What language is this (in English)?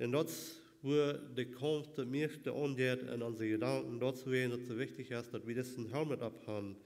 Plautdietsch